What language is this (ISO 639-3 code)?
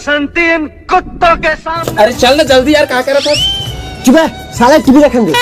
hne